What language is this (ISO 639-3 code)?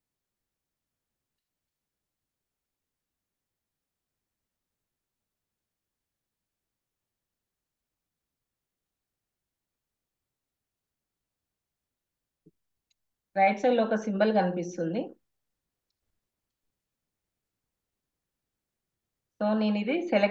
tel